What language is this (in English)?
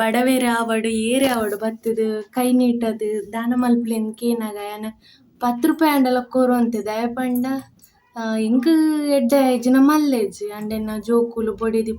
Tulu